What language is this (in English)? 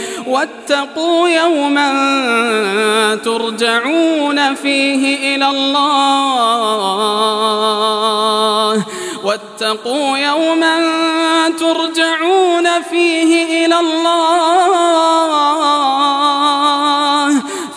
Arabic